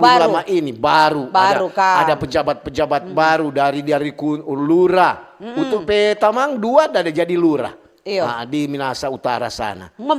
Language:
Manado Malay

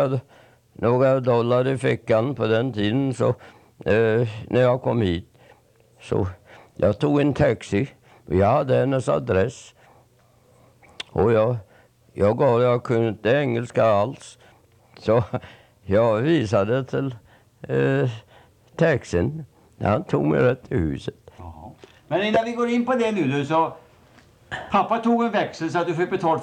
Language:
Swedish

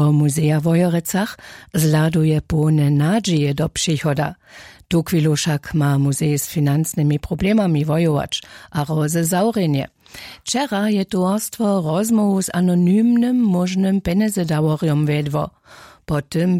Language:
Upper Sorbian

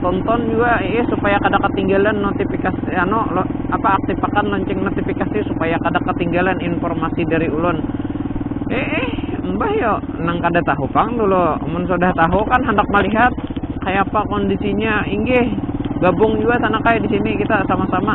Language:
Banjar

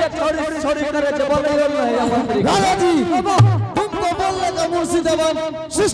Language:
Angika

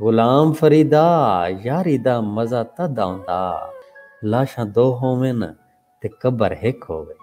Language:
Saraiki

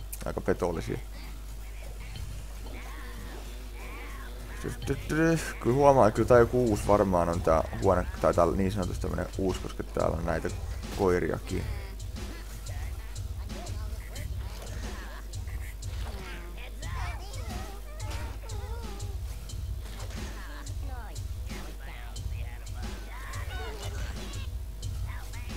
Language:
Finnish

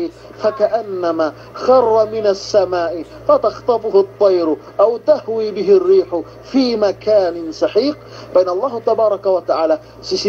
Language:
Yakan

